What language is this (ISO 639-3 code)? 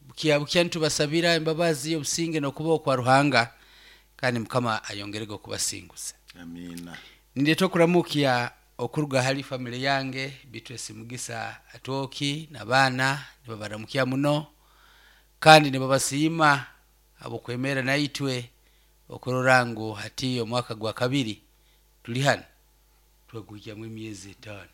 nyo